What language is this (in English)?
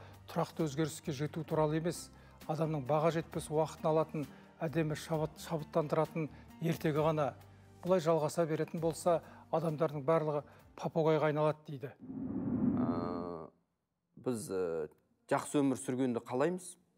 Kazakh